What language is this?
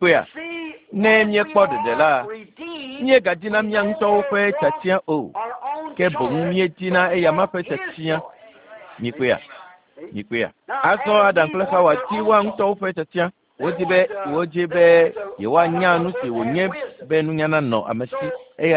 Ewe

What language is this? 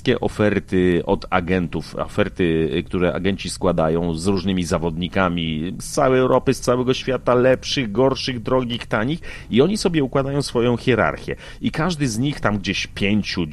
Polish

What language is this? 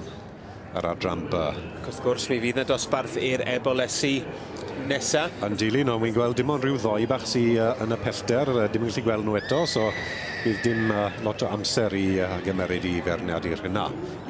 Welsh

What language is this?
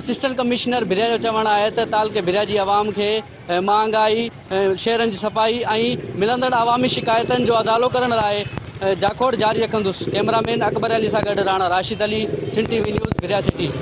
Sindhi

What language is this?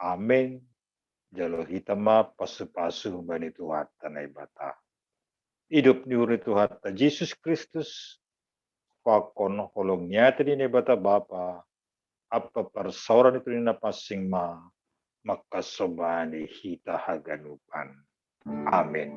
Batak Simalungun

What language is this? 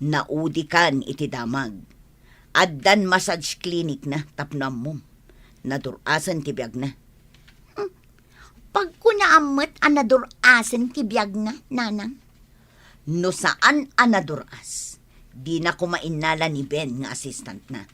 Iloko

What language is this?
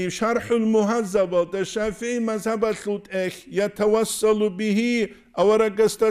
Avaric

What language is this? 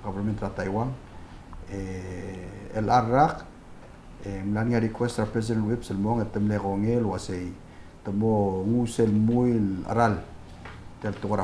Palauan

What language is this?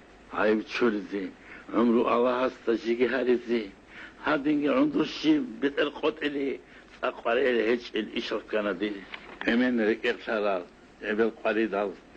Avaric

